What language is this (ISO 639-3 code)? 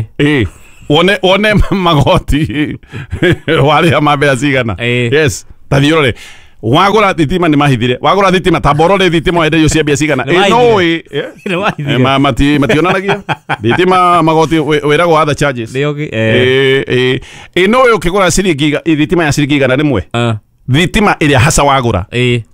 kik